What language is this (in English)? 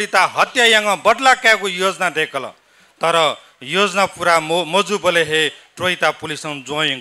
Newari